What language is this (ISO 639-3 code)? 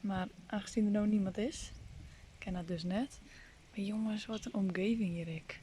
fry